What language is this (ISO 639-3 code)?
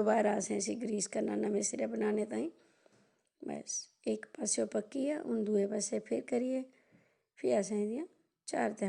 doi